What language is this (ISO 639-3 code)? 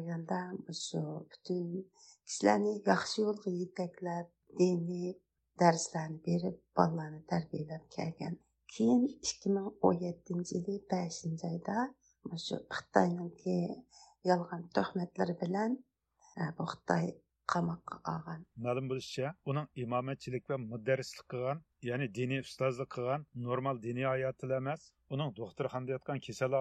uig